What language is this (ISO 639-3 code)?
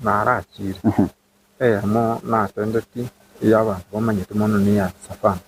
guz